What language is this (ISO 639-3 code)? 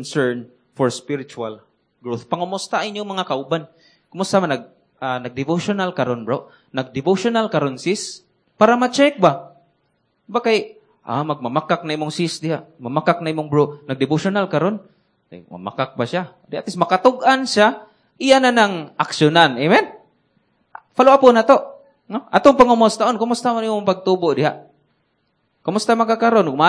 ceb